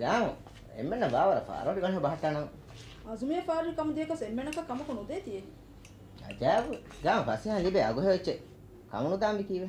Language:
Divehi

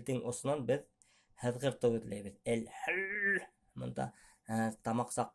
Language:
Bashkir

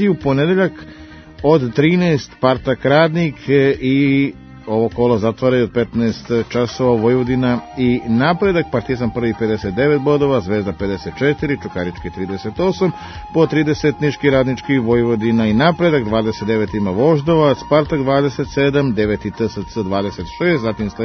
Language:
Serbian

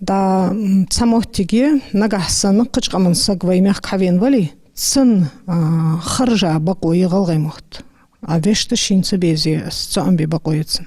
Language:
Ingush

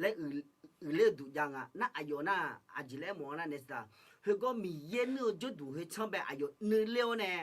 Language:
Akha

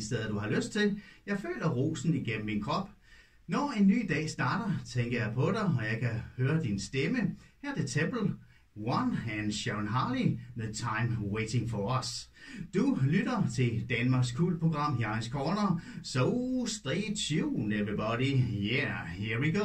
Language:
Danish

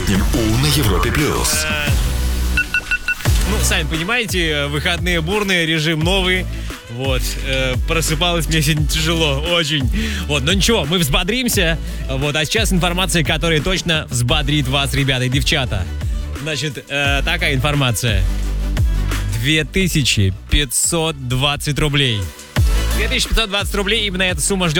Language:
Russian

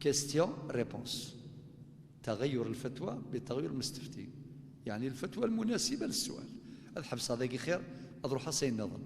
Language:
Kabyle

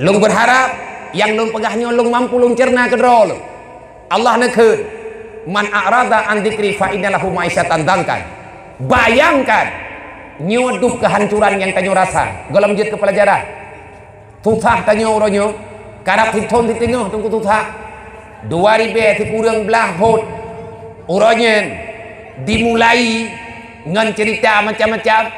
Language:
Achinese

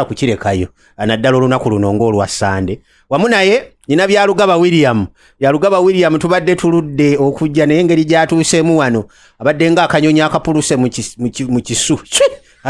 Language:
Ganda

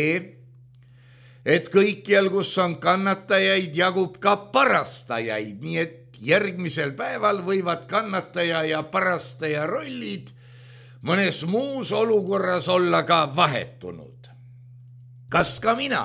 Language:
Estonian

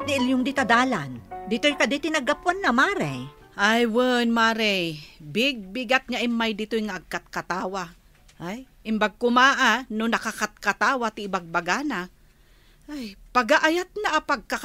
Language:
Iloko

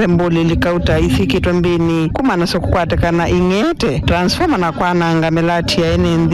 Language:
Kamba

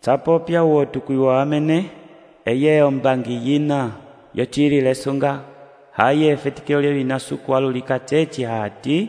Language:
Umbundu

